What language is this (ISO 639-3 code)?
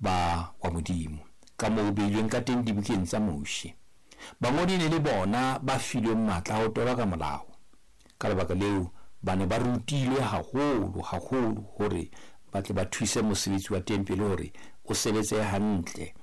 sot